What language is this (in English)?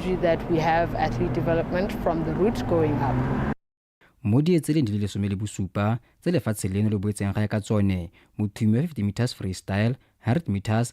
Tswana